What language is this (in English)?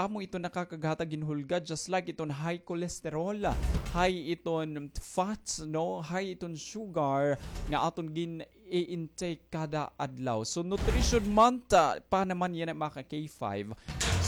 Waray